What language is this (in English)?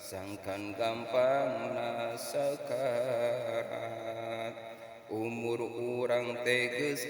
Sundanese